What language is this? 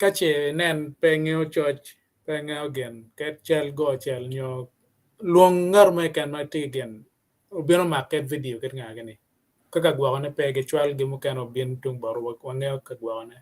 Acoli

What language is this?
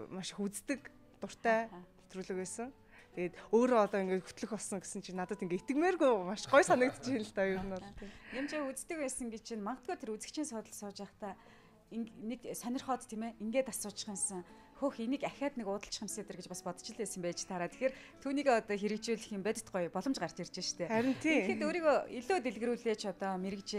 Mongolian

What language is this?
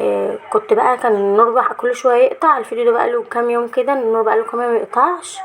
Egyptian Arabic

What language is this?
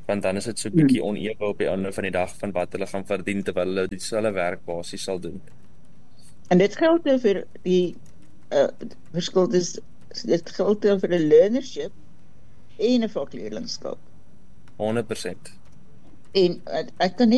Afrikaans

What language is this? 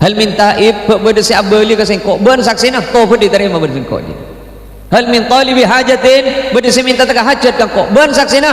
Madurese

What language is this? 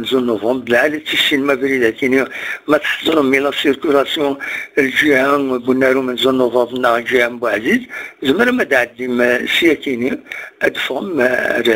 Kabyle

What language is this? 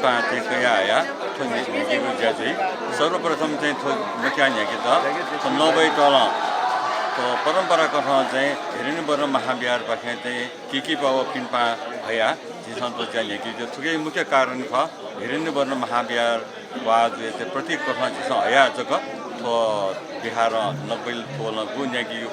Newari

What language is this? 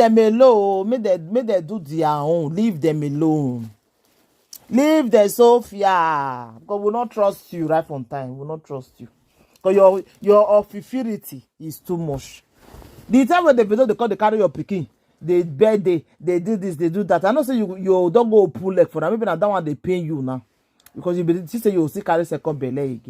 Nigerian Pidgin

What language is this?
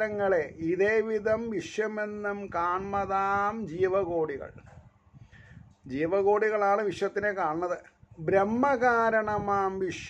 Malayalam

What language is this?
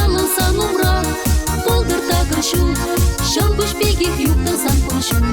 Chuvash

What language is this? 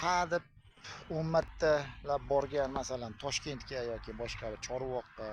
Uzbek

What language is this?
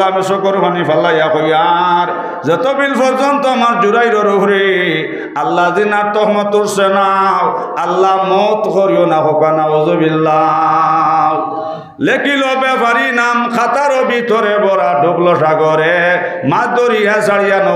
Sylheti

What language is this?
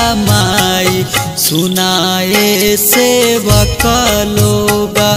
Bhojpuri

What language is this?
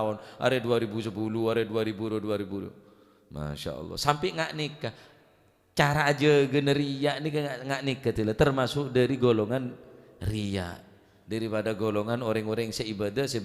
Madurese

